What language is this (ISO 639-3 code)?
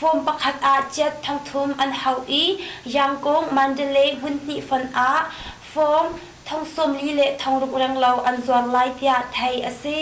cnh